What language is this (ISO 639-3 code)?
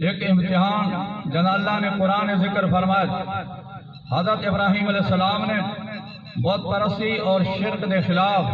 skr